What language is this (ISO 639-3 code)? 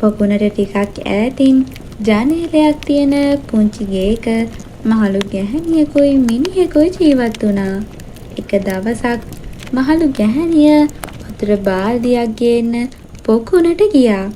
sin